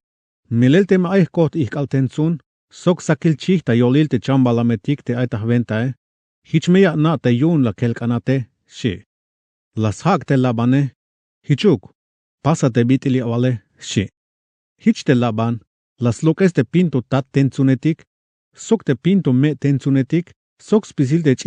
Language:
Tzeltal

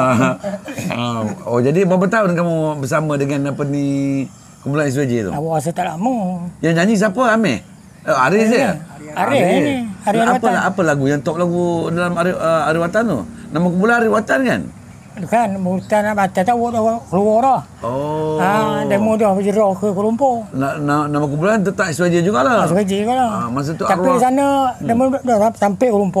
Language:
Malay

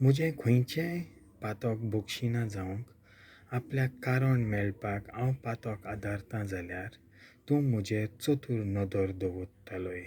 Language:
Konkani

